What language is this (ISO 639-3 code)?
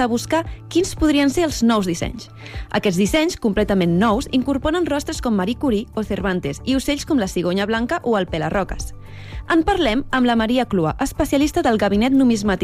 cat